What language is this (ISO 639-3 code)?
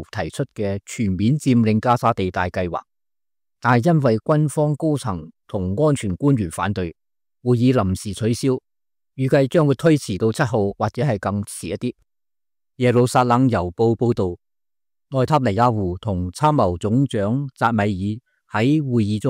yue